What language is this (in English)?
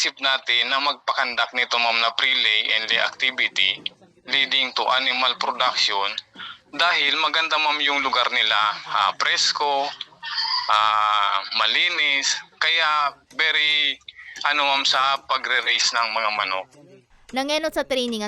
Bikol